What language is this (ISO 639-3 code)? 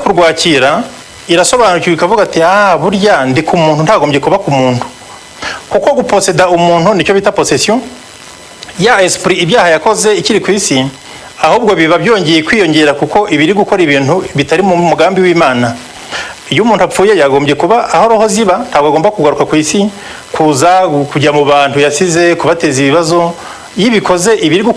kin